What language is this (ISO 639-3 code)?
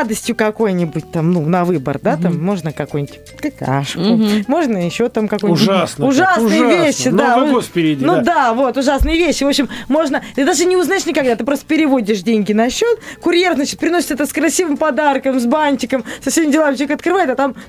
rus